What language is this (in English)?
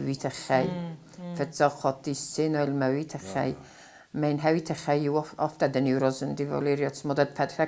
Ossetic